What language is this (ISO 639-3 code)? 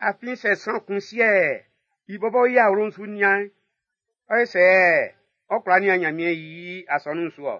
bci